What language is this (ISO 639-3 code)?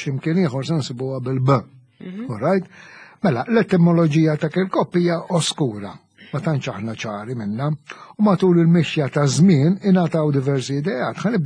mlt